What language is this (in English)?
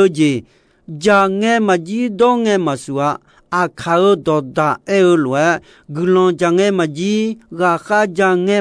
Akha